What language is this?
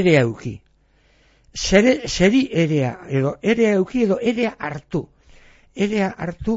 Basque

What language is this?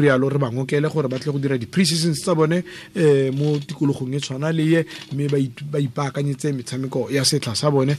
Tswana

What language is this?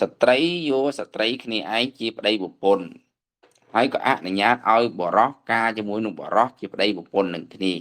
Khmer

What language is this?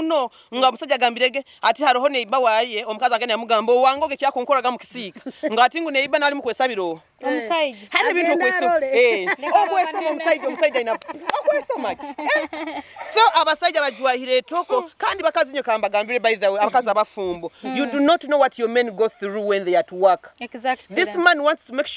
Nyoro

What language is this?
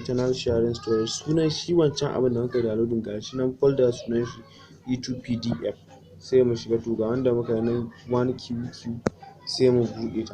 Hausa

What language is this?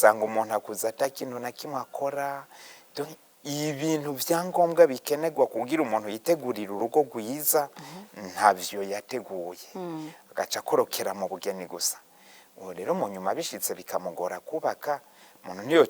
Rundi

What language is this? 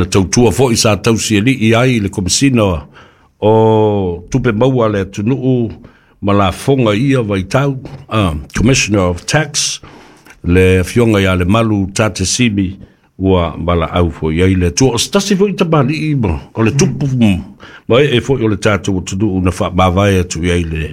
Samoan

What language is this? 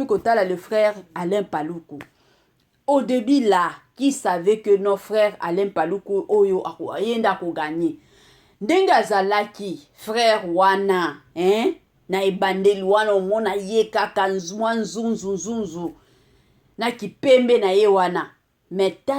Lingala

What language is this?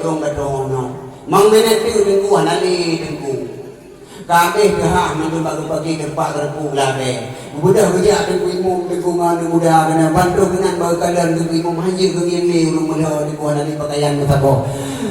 Achinese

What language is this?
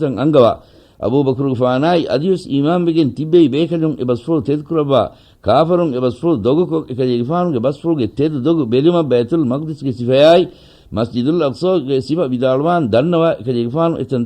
Divehi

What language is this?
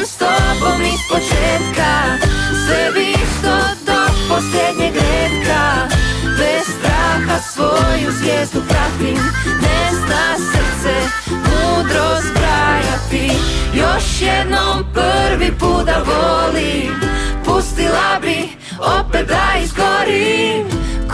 Croatian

